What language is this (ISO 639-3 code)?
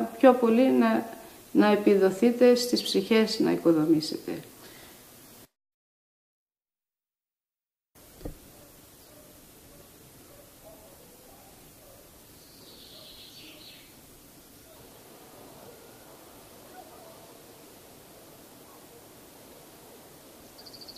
ell